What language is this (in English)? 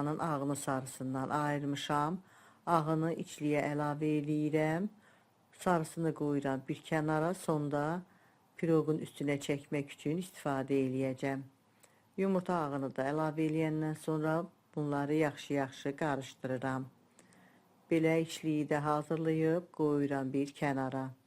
Azerbaijani